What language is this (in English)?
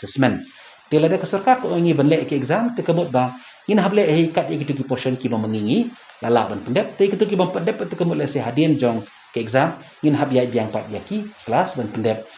Khasi